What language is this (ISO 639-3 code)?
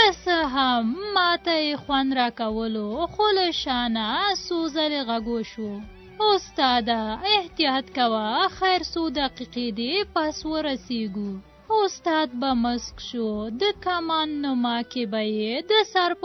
pus